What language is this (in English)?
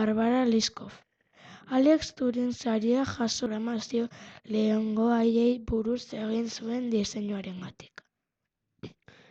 Basque